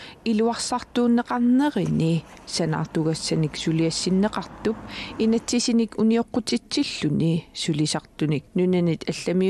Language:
Kalaallisut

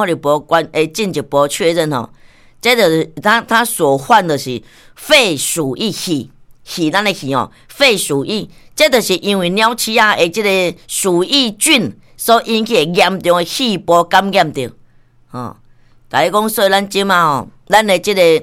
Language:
Min Nan Chinese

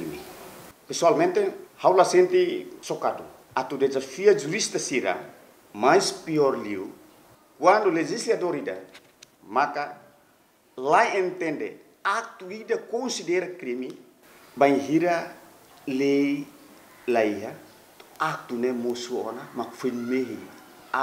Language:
Tetum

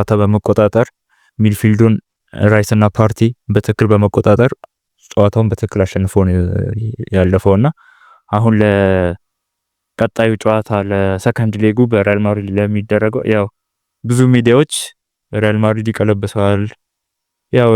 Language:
Amharic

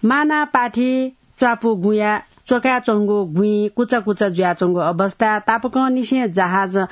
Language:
Newari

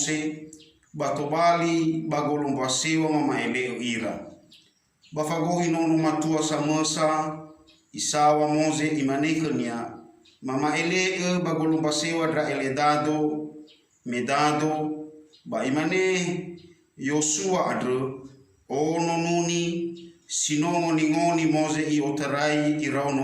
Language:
Nias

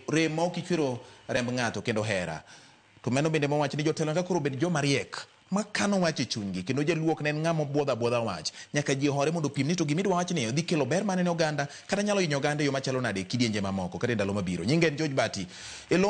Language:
Luo (Kenya and Tanzania)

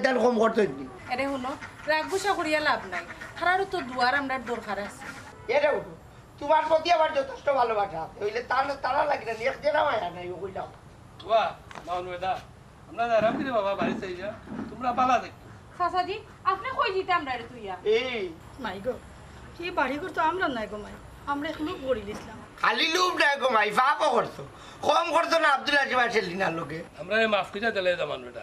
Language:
Sylheti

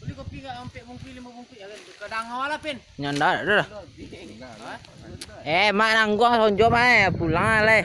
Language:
Minangkabau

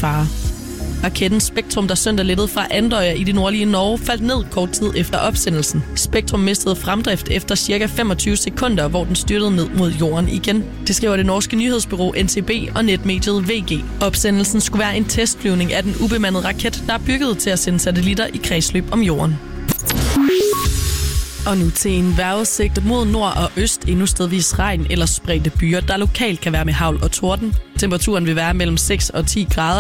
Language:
Danish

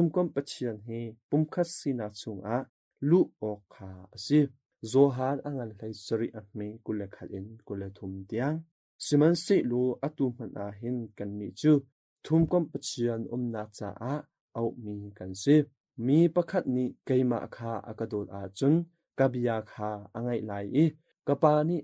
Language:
Hakha Chin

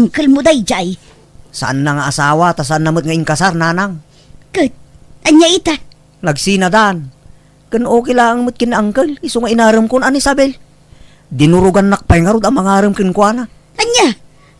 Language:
Iloko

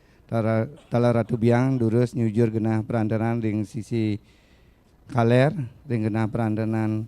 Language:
Balinese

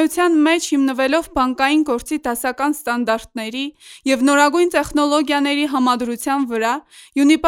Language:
Armenian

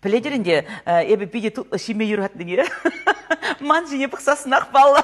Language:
Chuvash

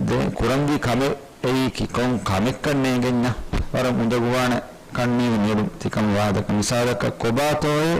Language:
Divehi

